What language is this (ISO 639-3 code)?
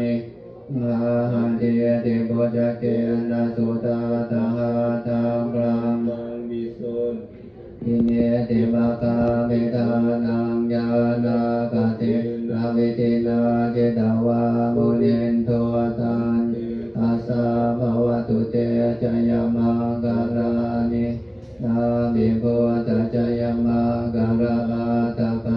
pli